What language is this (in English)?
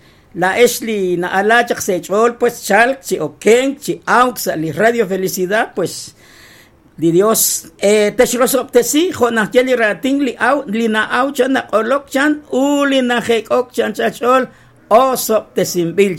Kekchí